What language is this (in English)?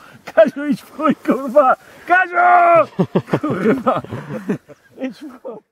Polish